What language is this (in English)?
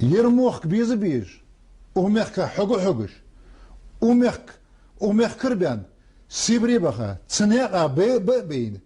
Ingush